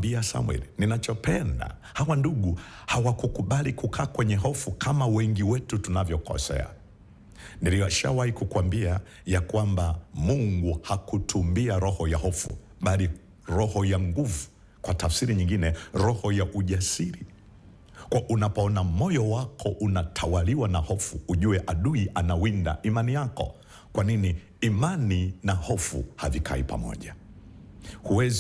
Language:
Swahili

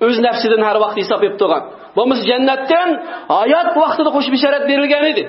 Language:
Uyghur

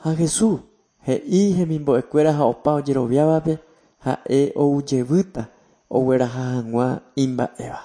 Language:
Guarani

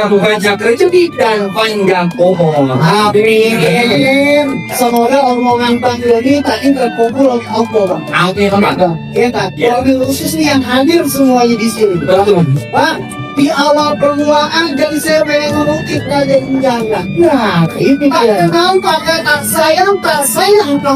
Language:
Betawi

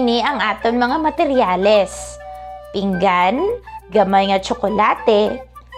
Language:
Hiligaynon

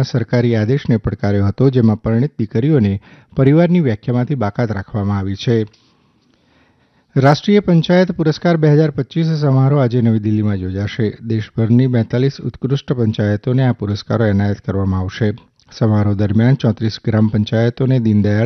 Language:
Gujarati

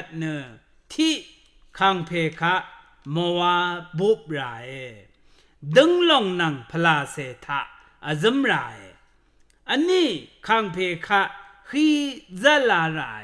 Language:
Rawang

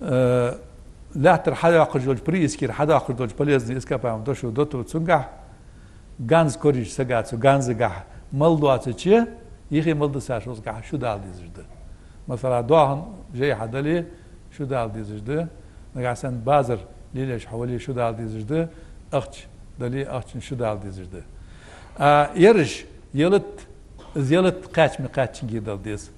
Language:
Ingush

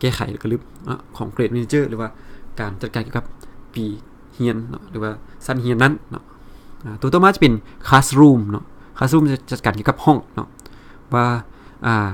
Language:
Lao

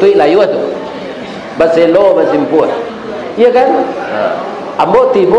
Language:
Minangkabau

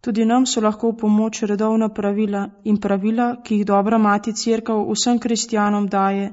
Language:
Slovenian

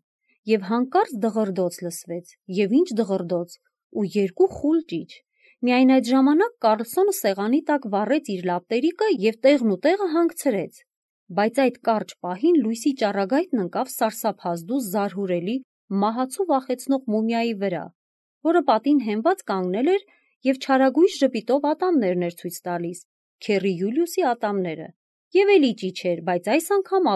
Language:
Armenian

